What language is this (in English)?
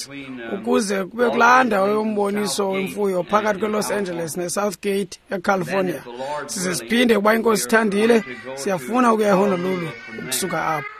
Xhosa